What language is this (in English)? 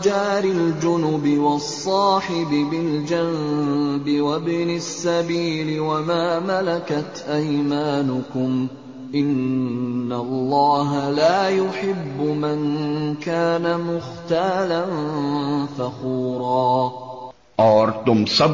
Urdu